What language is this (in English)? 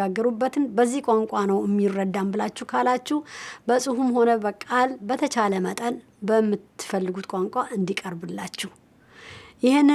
Amharic